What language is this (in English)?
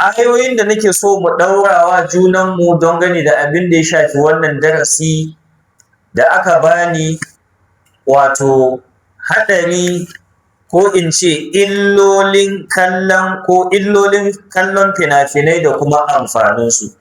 Hausa